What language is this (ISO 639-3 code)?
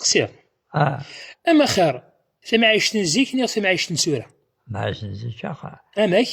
kab